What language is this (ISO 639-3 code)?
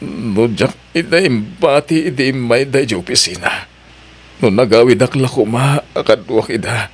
ilo